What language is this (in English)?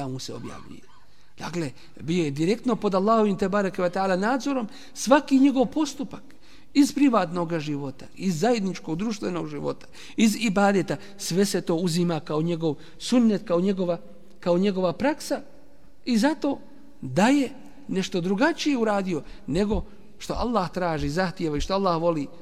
Bosnian